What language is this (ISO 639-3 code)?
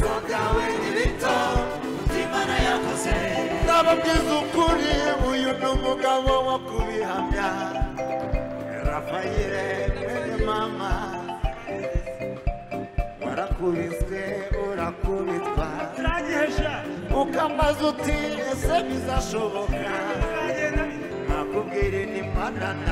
kin